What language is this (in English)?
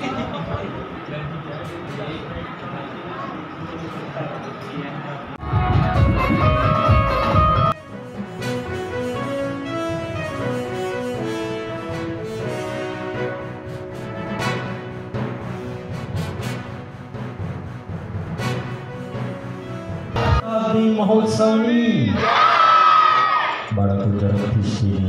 Gujarati